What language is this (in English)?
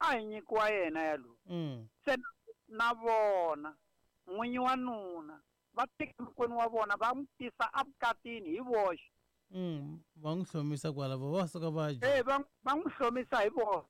Tsonga